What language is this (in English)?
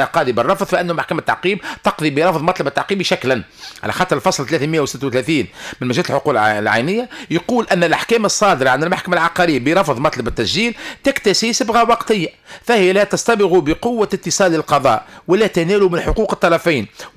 Tunisian Arabic